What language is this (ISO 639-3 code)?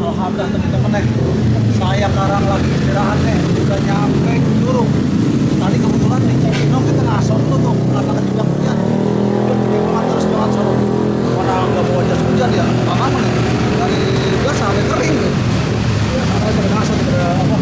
bew